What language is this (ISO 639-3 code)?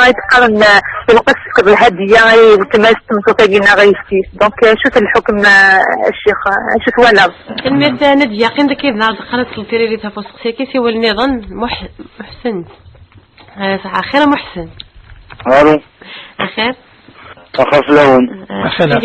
kab